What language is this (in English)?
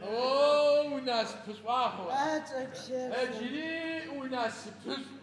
Adyghe